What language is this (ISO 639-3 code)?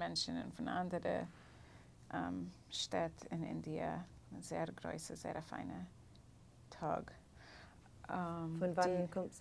yid